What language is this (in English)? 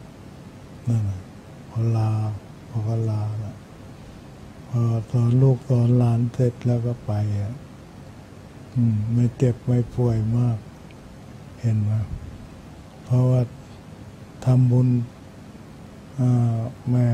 Thai